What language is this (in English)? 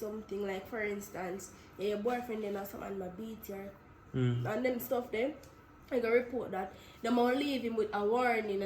Jamaican Creole English